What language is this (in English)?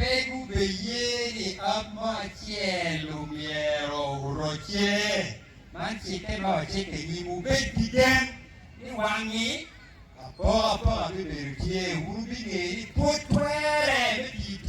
Acoli